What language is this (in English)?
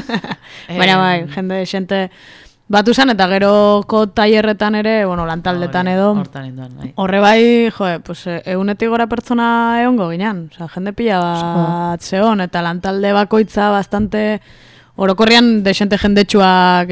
Basque